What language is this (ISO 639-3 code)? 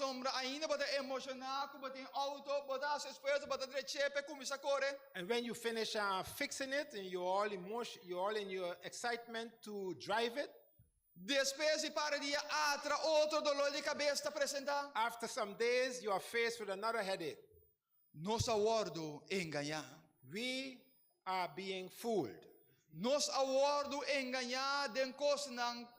pap